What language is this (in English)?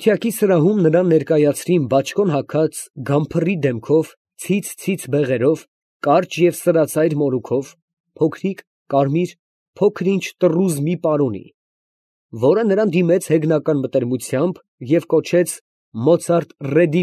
Armenian